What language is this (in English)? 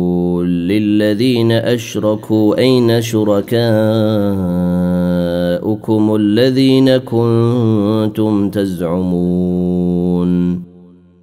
Arabic